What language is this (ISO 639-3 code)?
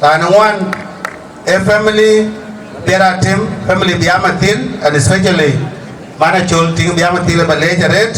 din